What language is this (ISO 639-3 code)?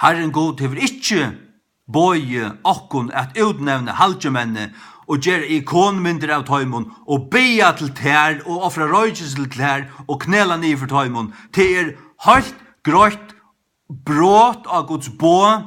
fao